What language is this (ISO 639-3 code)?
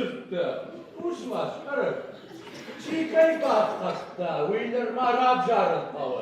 oss